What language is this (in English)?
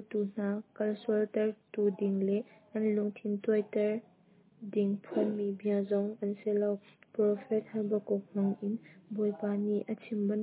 Hakha Chin